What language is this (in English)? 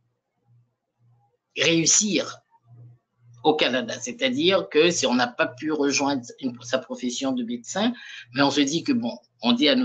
French